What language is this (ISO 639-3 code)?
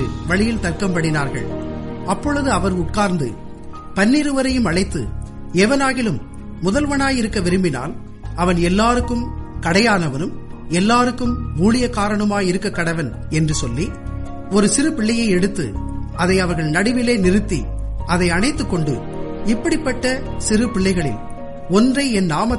tam